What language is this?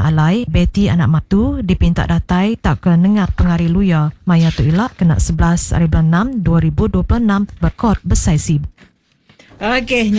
Iban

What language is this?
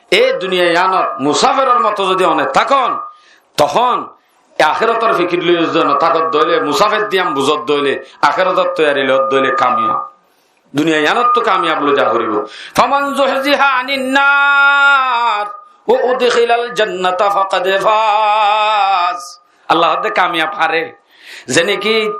Rohingya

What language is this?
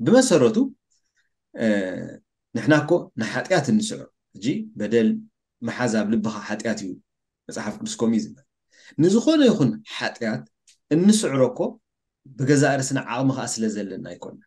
Tigrinya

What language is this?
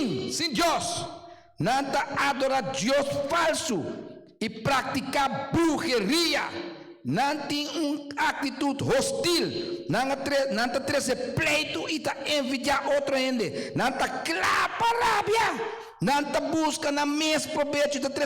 Papiamento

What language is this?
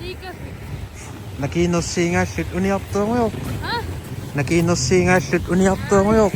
Kalaallisut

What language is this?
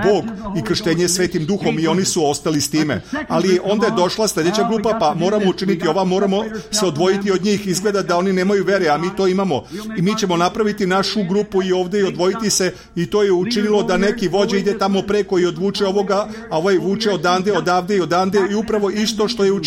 Serbian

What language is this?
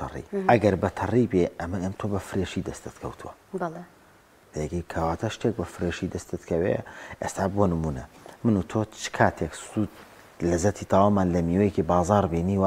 Central Kurdish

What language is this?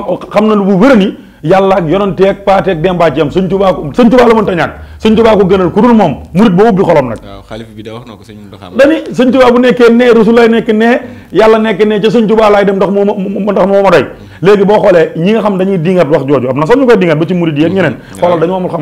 Wolof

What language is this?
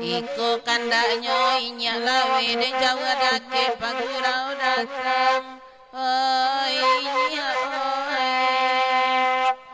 Minangkabau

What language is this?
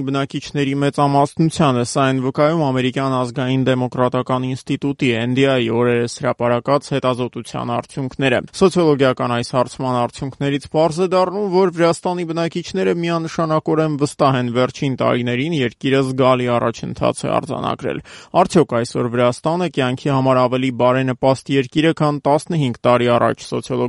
Armenian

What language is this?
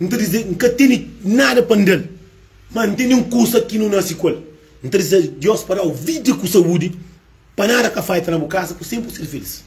Kabuverdianu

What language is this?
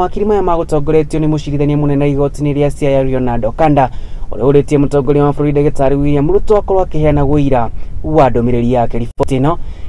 Kikuyu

